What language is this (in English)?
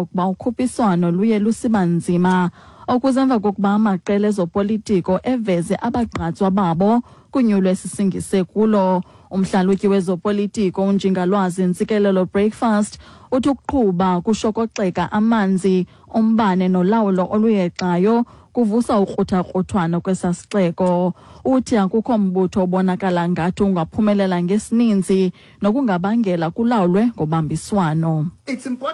Xhosa